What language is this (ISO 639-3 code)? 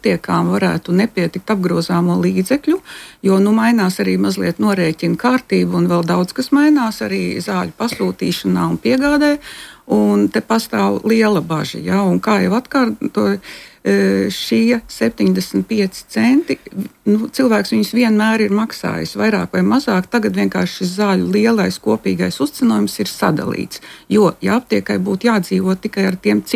lav